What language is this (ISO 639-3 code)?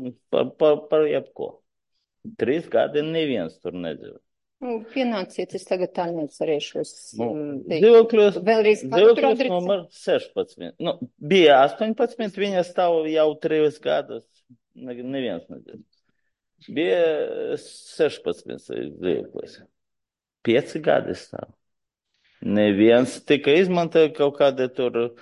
lav